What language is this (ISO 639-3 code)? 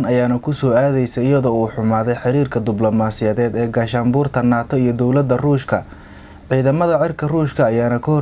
som